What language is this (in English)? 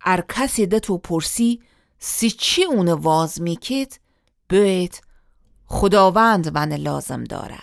Gilaki